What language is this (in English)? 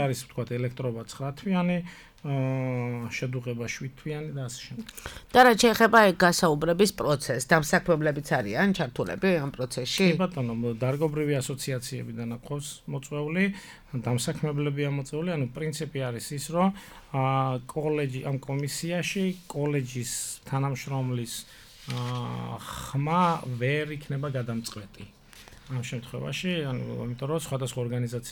Georgian